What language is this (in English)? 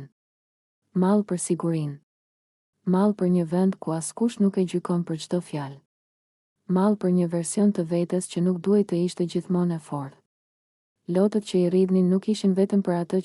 Albanian